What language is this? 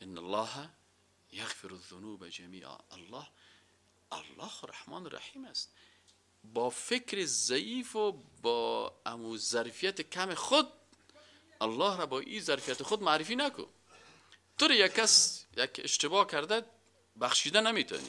Persian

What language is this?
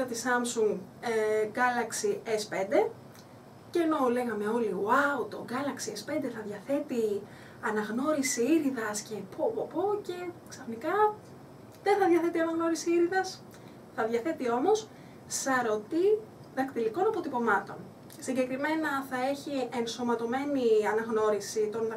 Greek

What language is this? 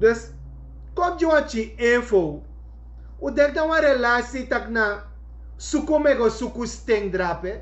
Sranan Tongo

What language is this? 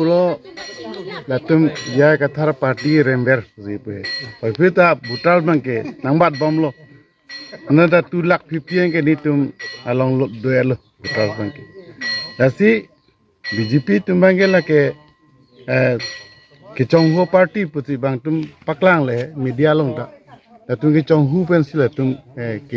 Karbi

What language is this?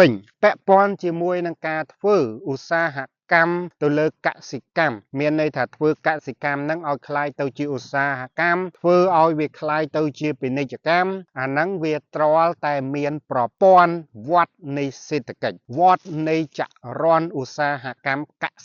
Khmer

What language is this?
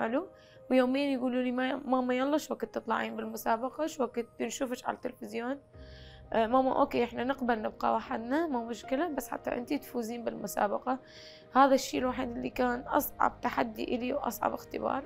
Mesopotamian Arabic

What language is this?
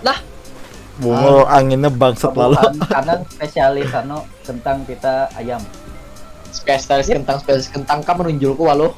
Banjar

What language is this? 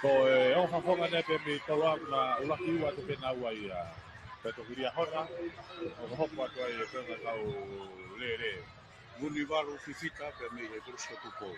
Tongan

